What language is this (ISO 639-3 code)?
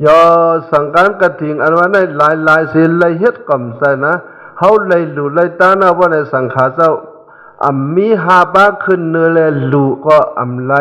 shn